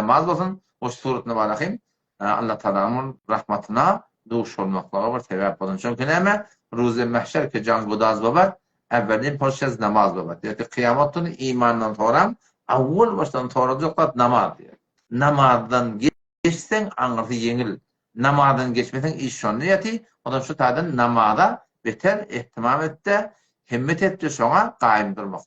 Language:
Turkmen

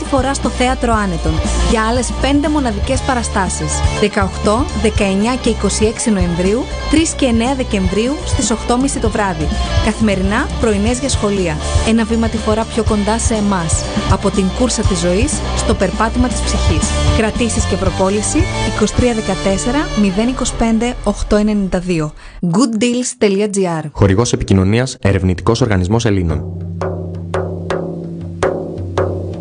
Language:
Greek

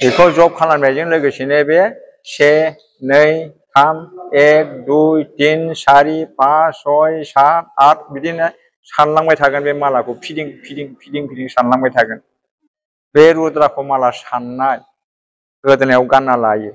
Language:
Bodo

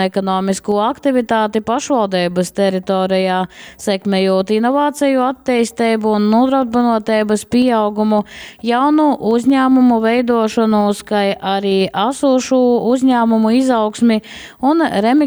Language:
Latgalian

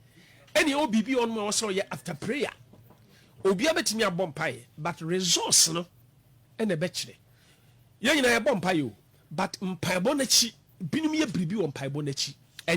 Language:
Akan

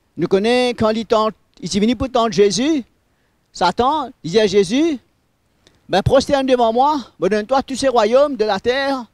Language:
Morisyen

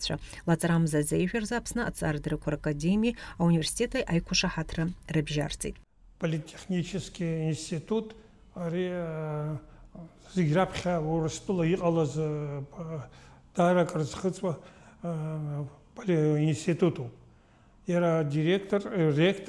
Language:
Abkhazian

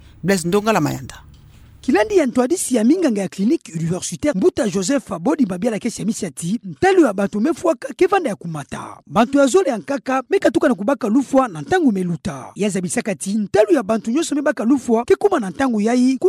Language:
Kituba (Democratic Republic of Congo)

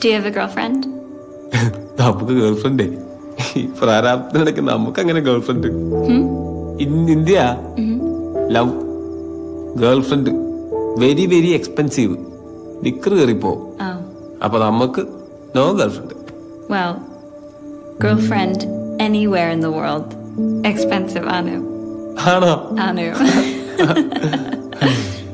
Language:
Malayalam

